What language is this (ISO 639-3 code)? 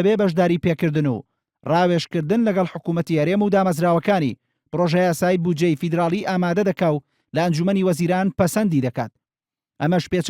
ckb